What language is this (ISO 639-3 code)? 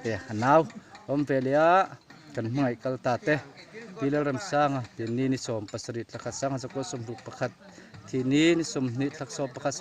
lus